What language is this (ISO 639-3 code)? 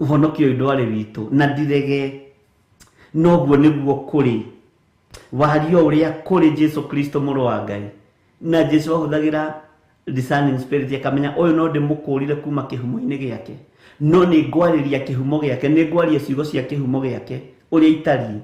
kik